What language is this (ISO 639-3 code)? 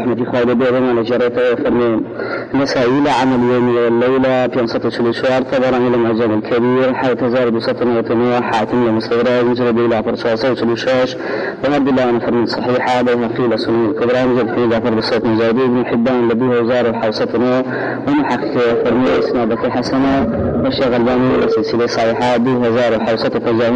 ara